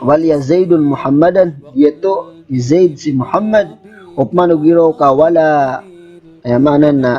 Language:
Maranao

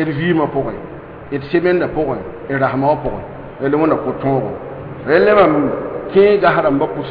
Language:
Mossi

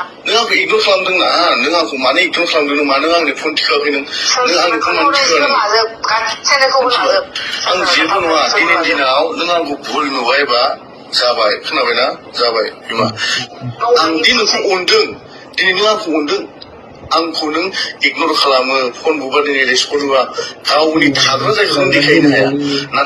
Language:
Bodo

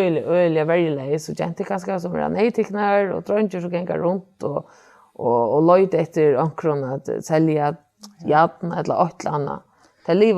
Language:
Faroese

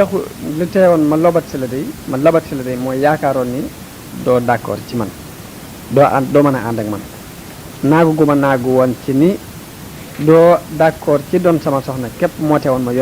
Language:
Wolof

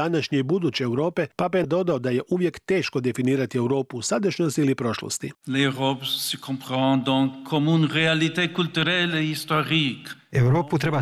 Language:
Croatian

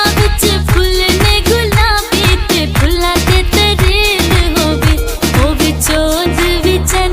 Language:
Pahari-Potwari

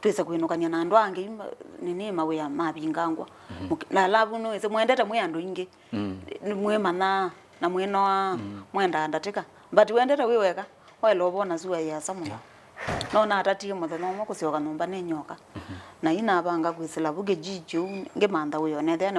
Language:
Kamba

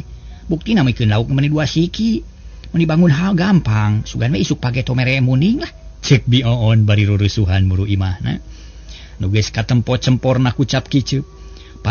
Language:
Sundanese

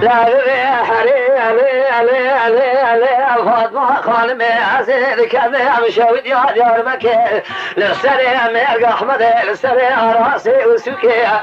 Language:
Kurdish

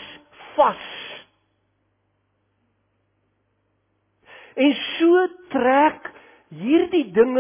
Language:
Afrikaans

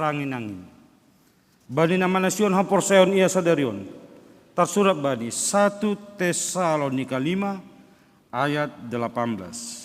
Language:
Batak Simalungun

